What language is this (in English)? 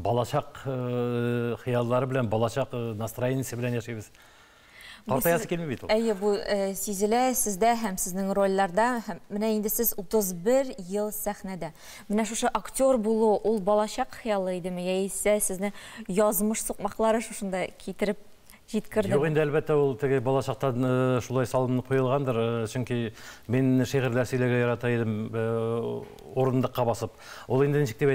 Tatar